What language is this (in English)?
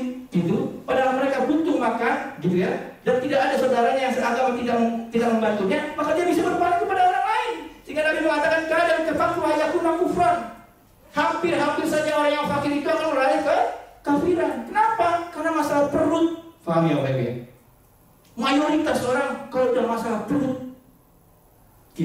Indonesian